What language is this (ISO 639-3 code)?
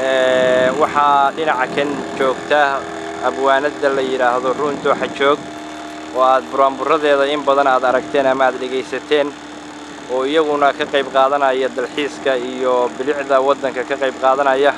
som